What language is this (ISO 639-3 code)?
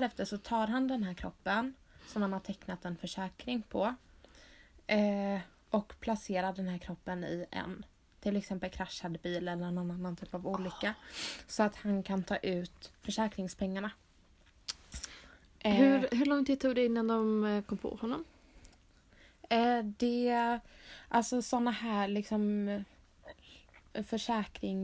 swe